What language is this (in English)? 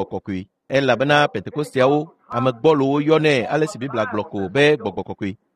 Ewe